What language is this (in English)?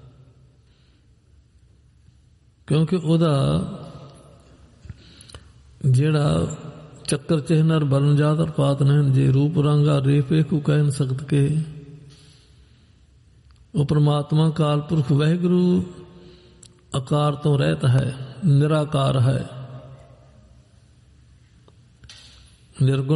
Punjabi